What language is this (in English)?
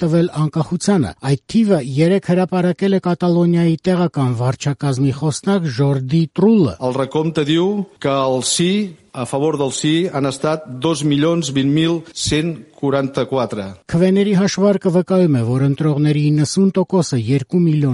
Armenian